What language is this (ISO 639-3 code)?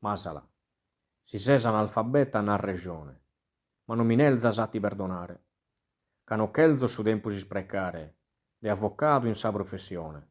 srd